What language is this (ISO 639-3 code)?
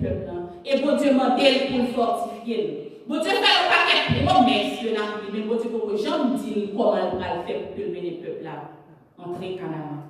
hat